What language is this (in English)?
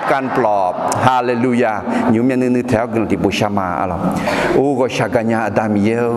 Akha